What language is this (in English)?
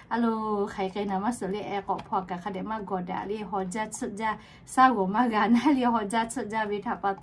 Lahu